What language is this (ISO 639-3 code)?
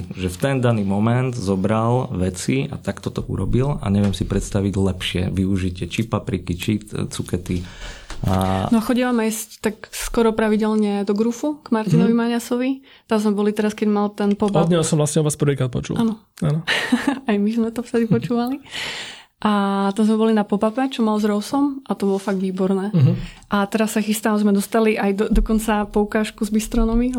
slk